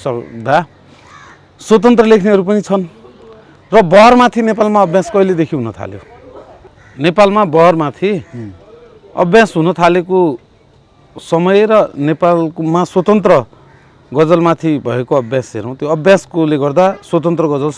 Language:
Nepali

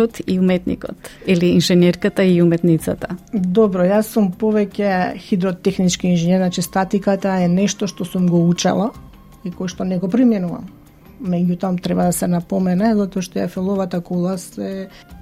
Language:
Macedonian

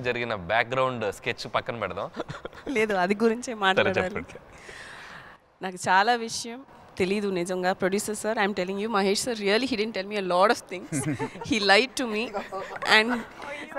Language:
Telugu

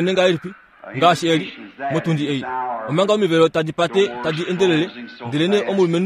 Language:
Kuanyama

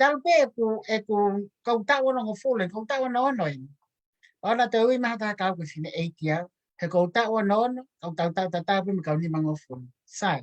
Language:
Tongan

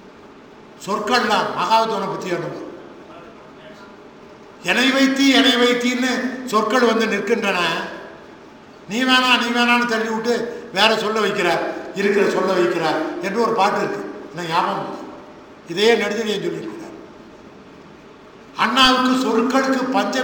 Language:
Tamil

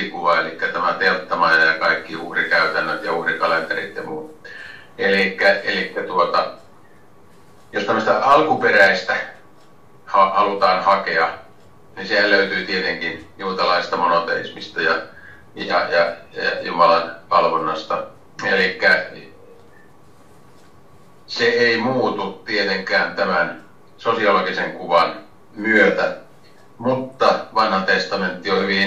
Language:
Finnish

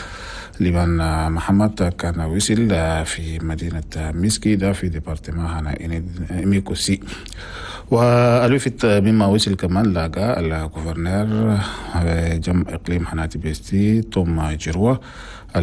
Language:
Chadian Arabic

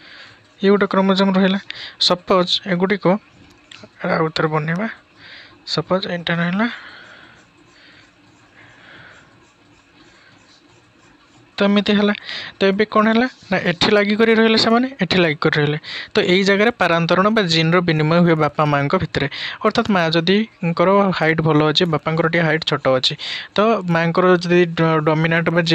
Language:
Odia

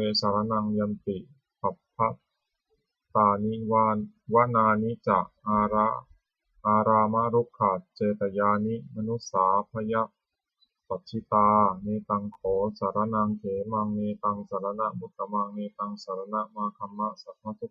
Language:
Pali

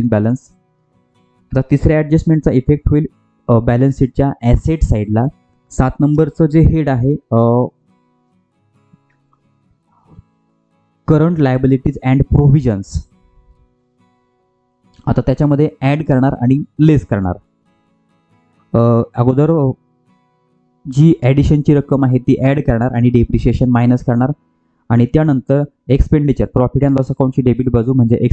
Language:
Marathi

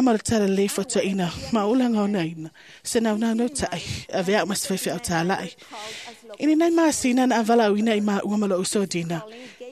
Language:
Samoan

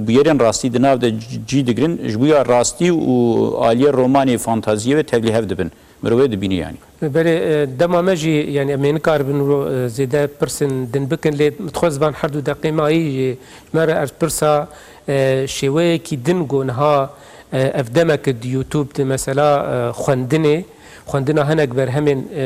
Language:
Kurdish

